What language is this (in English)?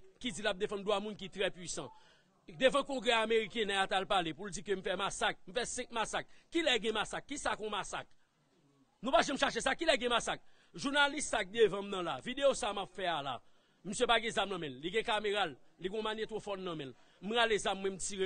Haitian Creole